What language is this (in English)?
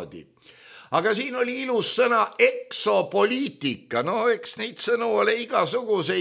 Estonian